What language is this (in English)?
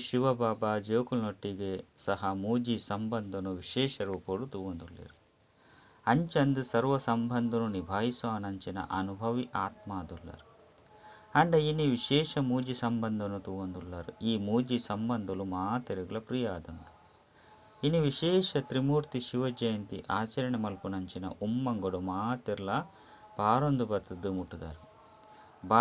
Tulu